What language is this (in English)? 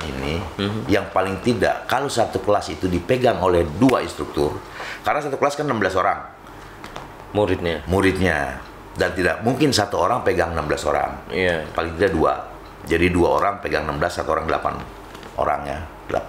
Indonesian